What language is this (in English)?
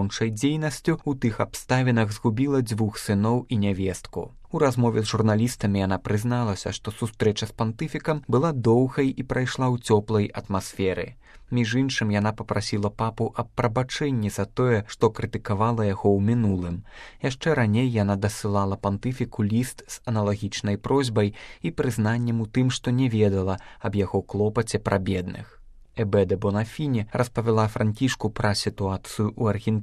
Belarusian